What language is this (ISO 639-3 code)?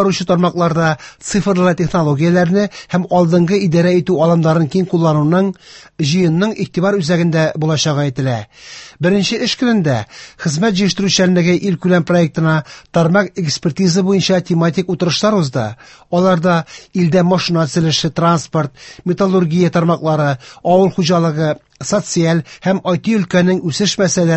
tat